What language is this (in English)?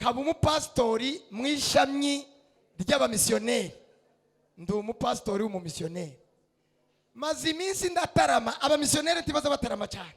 Kinyarwanda